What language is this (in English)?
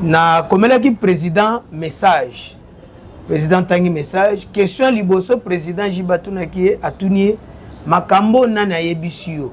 Lingala